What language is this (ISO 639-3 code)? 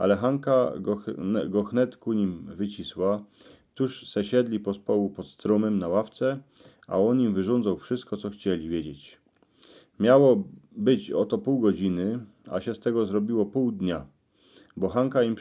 szl